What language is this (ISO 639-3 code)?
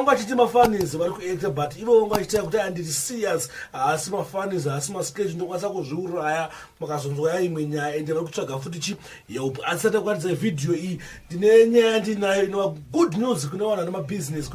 sna